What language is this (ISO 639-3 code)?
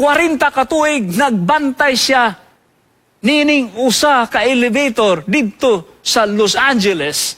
ceb